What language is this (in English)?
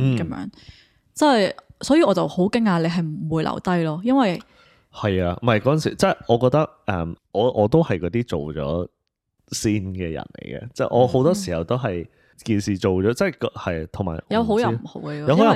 Cantonese